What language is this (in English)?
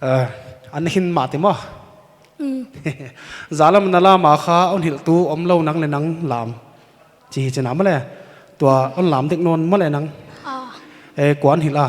Paite Chin